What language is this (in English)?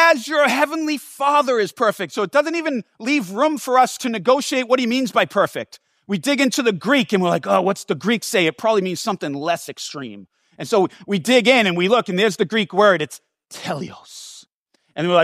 English